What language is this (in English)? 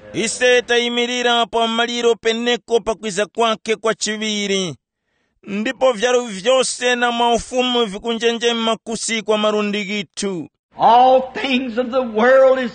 Tumbuka